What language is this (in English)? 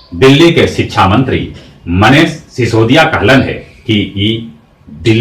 Magahi